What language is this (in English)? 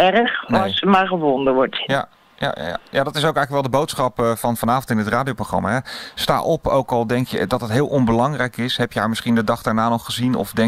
Dutch